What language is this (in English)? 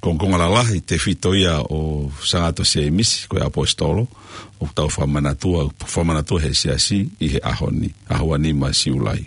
Tongan